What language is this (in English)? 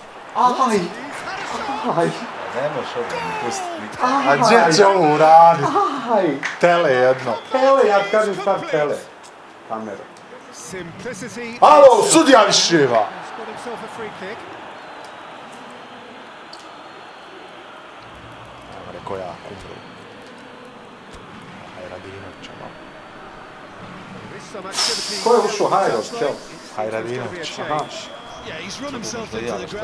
Bosnian